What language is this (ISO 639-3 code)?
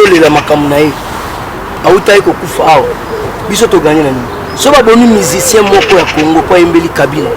lin